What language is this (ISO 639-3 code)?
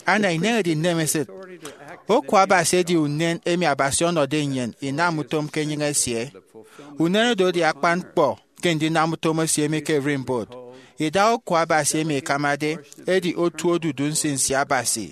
efi